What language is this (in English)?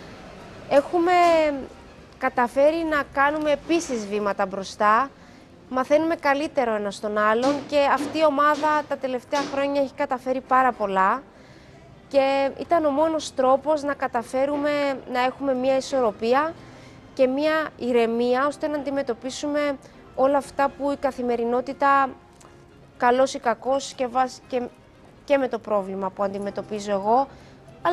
Greek